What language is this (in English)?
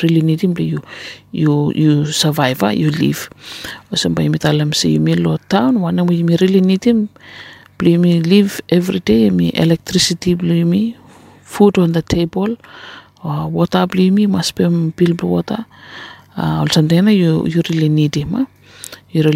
Bislama